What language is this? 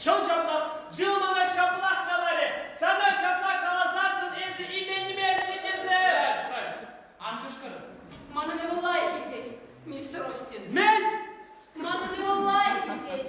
Chuvash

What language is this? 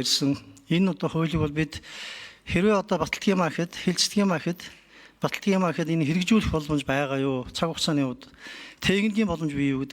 Mongolian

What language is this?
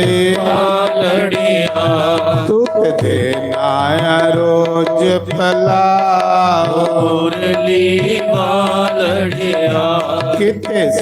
Dogri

